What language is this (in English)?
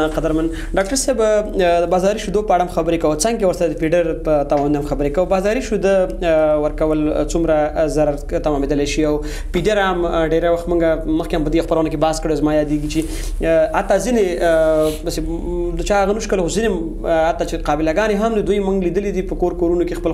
Pashto